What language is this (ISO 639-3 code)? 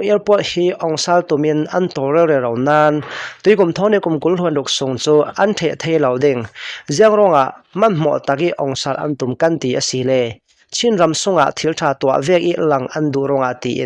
cnh